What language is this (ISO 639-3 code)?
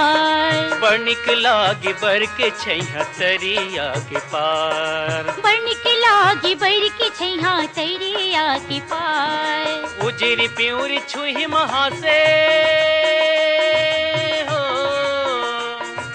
hne